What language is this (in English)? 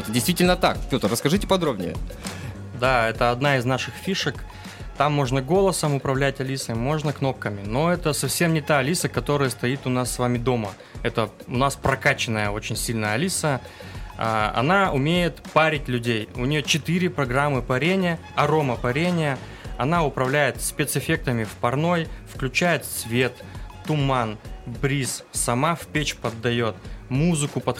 Russian